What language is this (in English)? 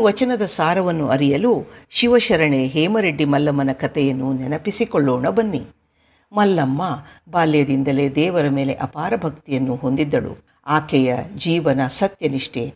Kannada